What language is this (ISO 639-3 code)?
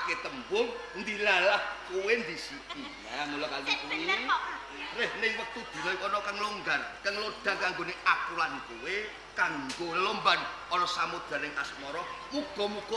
jav